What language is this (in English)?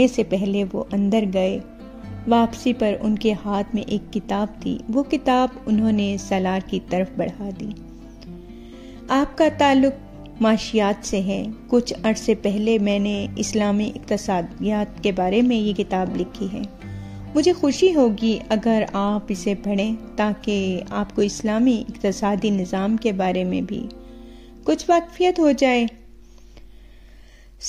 Urdu